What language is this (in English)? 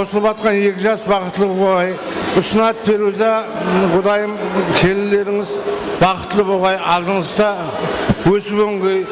Kara-Kalpak